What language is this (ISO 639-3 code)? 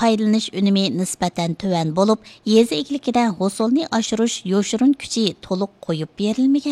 uig